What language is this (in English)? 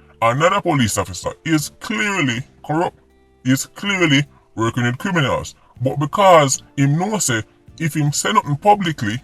Jamaican Creole English